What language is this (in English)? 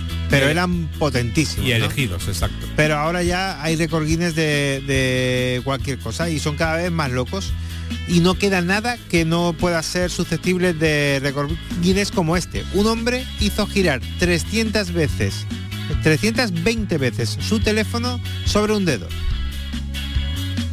Spanish